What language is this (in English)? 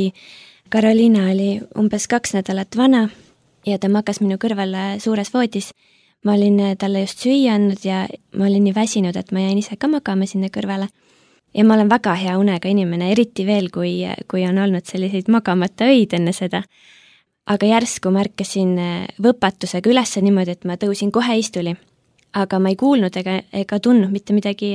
Estonian